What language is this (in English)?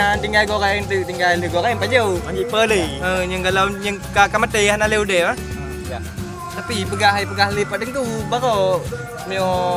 Achinese